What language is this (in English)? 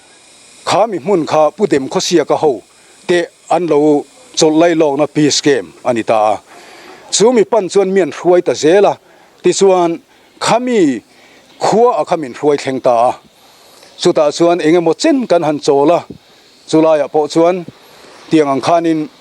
Mizo